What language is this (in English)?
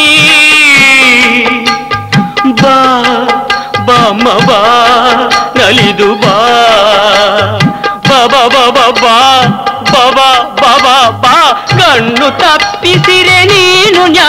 Kannada